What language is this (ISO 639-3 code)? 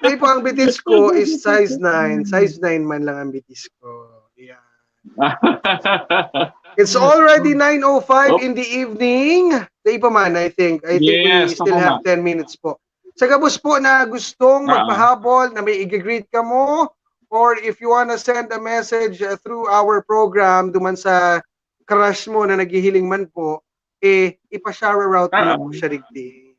bik